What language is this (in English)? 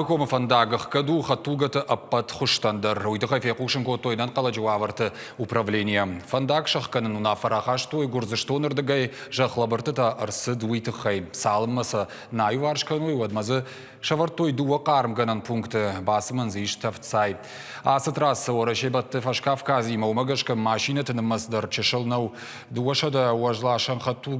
Ossetic